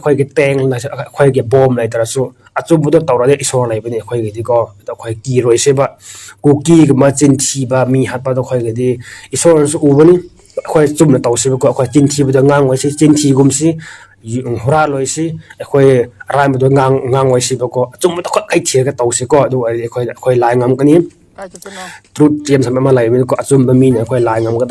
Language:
Manipuri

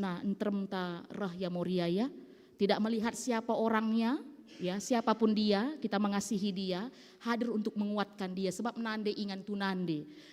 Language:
Batak Karo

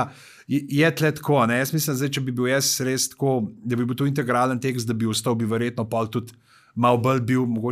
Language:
Slovenian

